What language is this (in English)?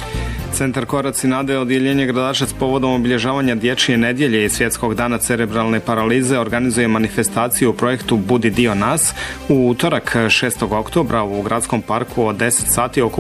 Bosnian